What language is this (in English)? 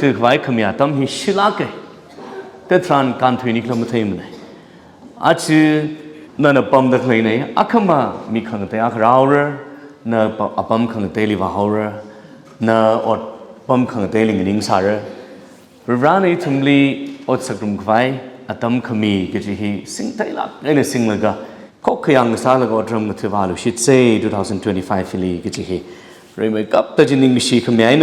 Tangkhul Naga (India)